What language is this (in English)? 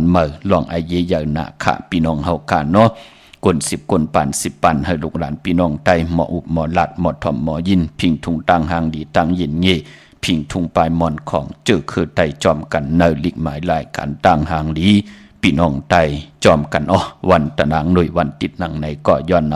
Shan